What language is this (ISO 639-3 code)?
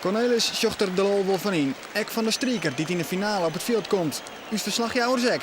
fry